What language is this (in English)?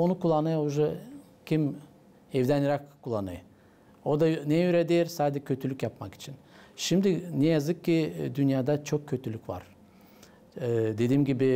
Gagauz